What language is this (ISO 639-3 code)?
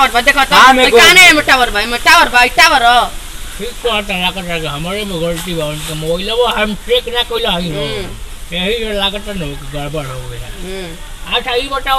bho